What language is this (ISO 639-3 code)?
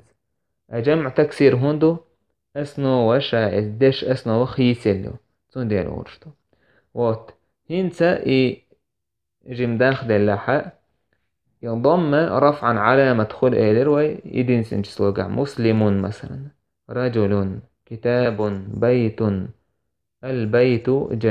che